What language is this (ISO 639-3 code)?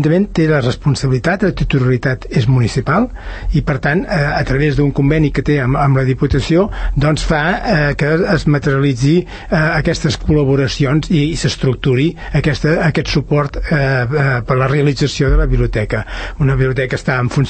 cat